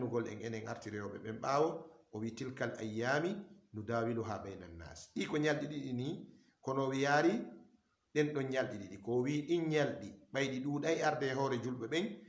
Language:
Fula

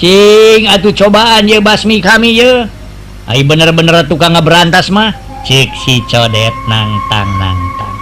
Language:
Sundanese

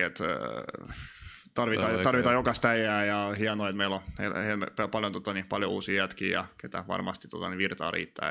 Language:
Finnish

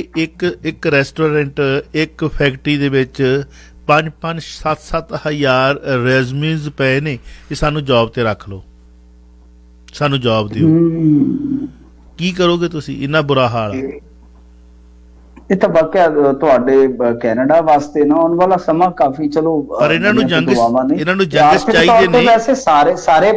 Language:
Punjabi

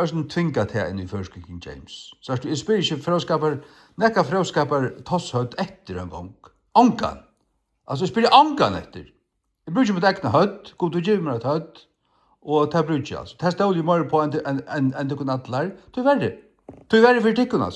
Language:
Faroese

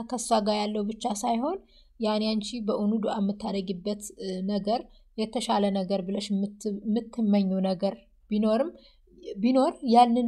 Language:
Amharic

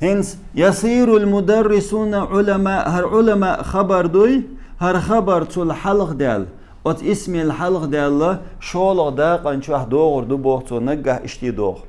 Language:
Chechen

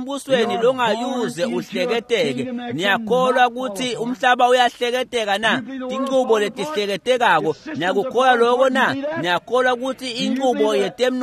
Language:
Swati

